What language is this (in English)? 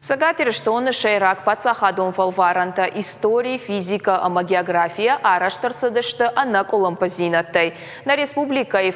Ossetic